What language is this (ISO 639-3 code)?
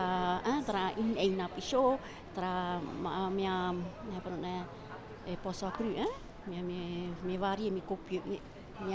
tah